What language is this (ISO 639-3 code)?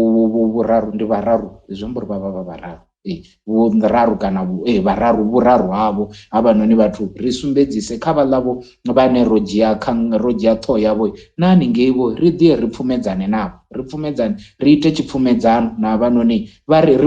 ven